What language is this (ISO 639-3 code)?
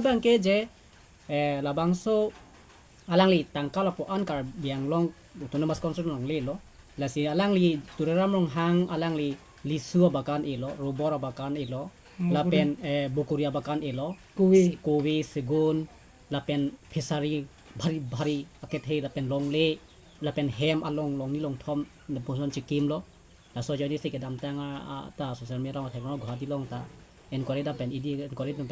mjw